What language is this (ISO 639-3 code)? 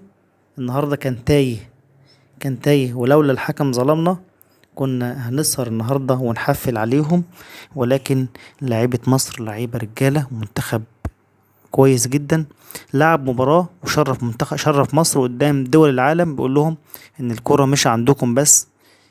arz